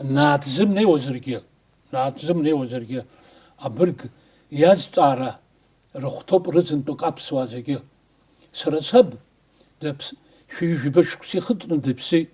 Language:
Abkhazian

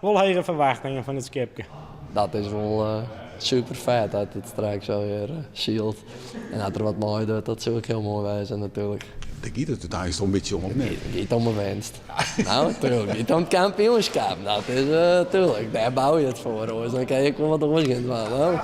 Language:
Western Frisian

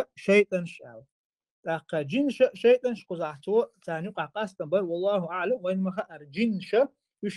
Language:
Chechen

